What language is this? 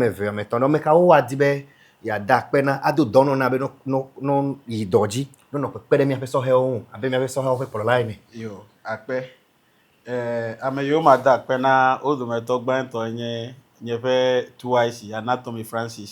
Ewe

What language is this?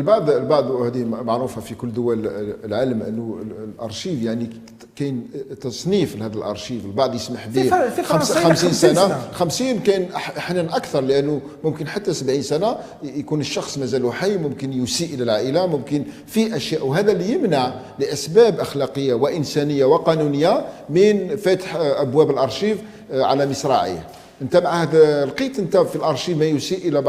Algerian Arabic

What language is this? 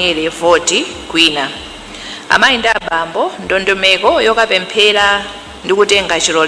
Nyanja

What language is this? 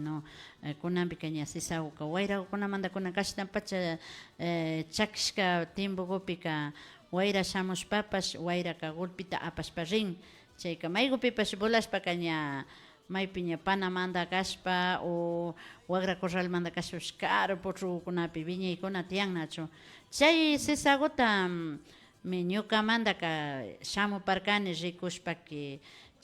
Imbabura Highland Quichua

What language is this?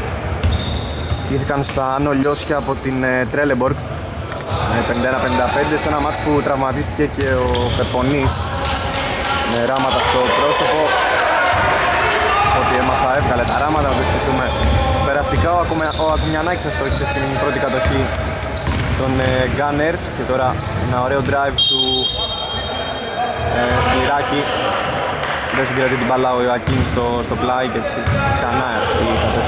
Greek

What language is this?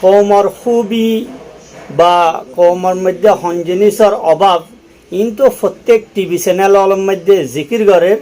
Rohingya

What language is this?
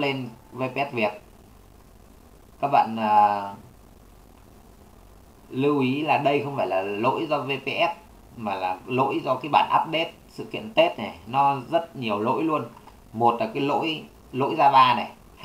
Vietnamese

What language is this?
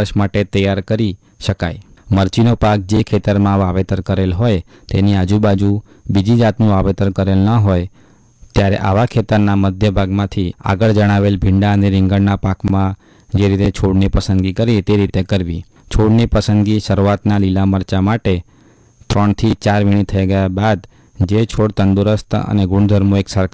Gujarati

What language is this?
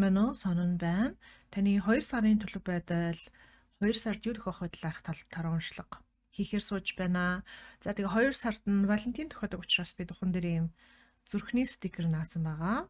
Mongolian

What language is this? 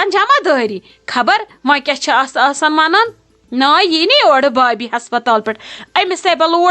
Kashmiri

